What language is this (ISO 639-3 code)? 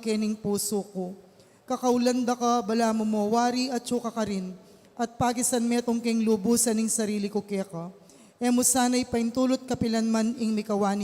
pam